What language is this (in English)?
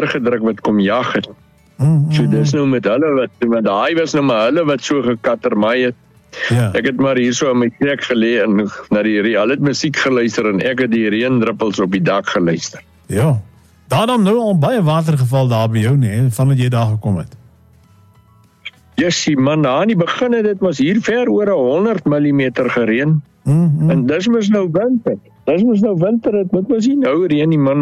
Afrikaans